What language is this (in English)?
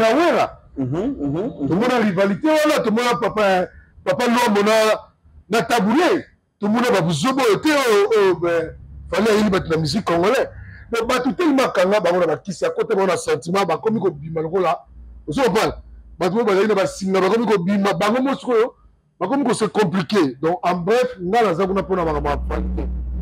Lingala